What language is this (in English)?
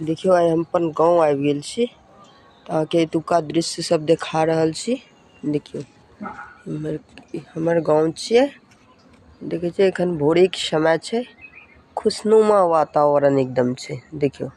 Maithili